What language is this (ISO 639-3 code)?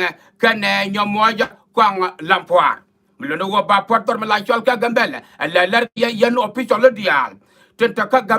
nus